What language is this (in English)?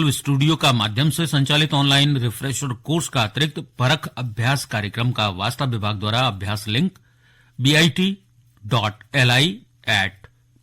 Garhwali